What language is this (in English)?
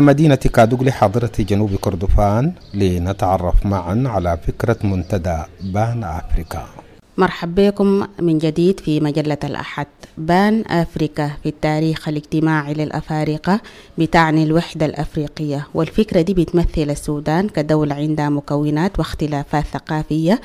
Sudanese Arabic